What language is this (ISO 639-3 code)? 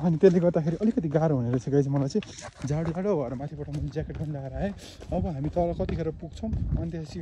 nep